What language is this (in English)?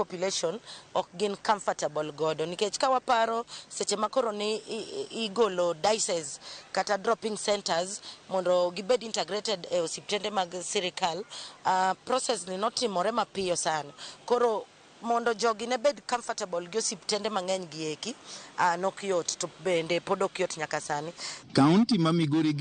Luo (Kenya and Tanzania)